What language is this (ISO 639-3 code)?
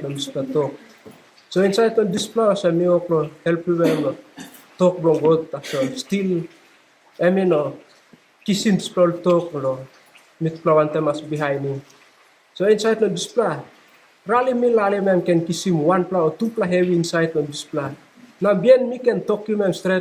tpi